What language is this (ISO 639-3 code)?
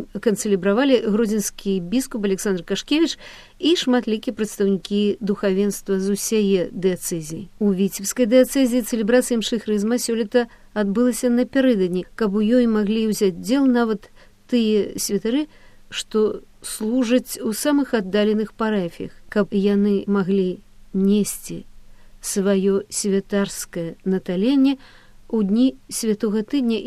bel